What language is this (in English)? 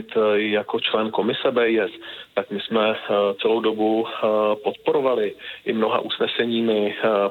Czech